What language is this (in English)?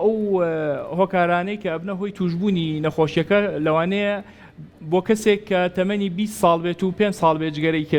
Central Kurdish